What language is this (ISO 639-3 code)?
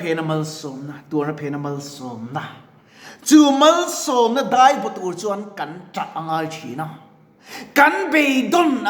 lus